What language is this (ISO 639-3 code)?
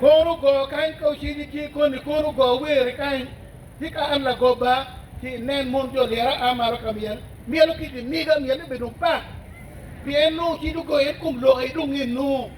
ach